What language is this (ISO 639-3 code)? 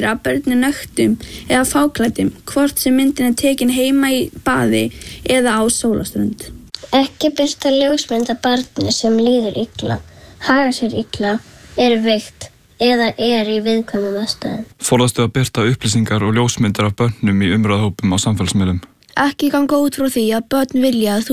isl